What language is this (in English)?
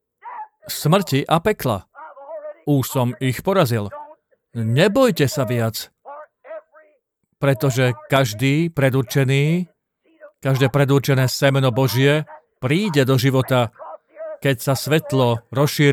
Slovak